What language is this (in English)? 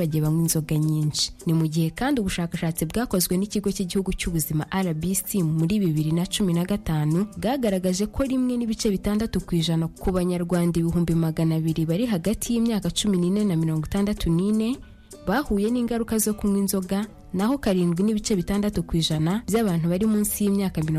Kinyarwanda